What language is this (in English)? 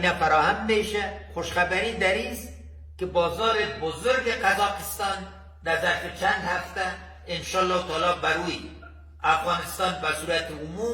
Persian